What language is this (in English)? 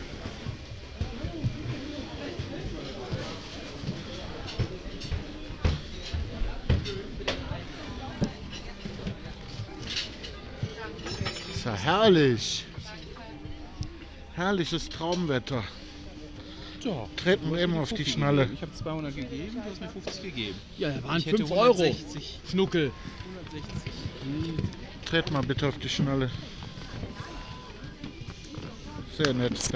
German